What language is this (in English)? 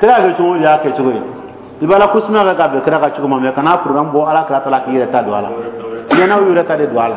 Dyula